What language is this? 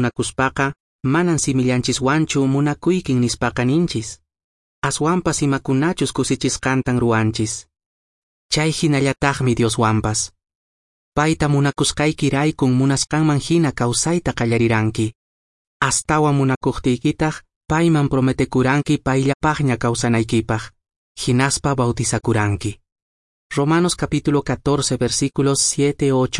Quechua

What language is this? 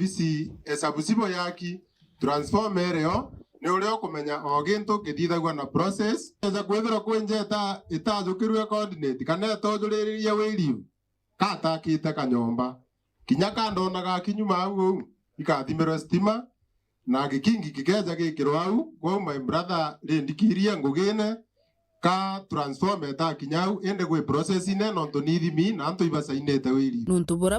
Meru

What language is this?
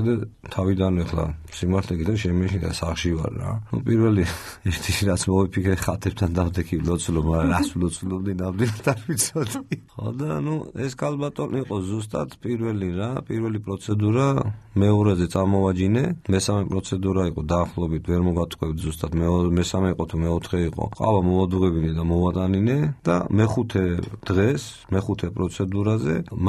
Georgian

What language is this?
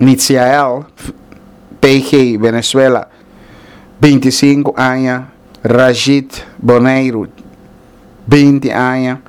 Papiamento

